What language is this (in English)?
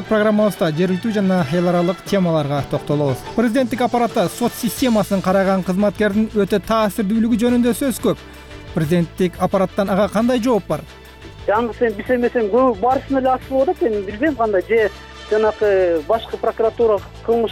Kyrgyz